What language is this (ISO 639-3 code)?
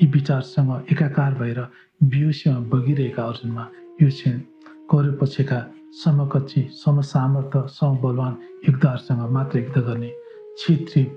nep